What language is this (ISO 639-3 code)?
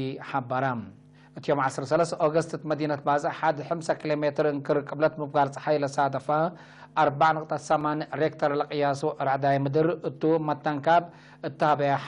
tig